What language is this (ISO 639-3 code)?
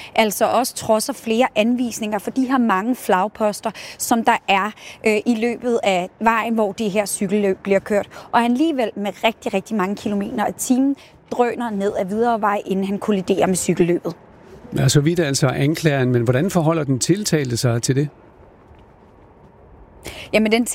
dan